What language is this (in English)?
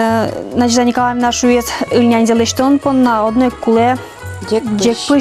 Udmurt